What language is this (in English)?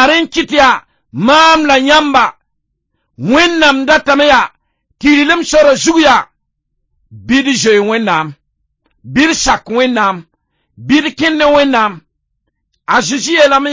Mossi